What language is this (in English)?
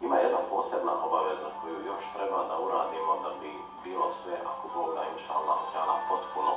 Bosnian